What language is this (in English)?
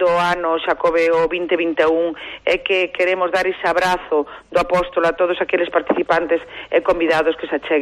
Galician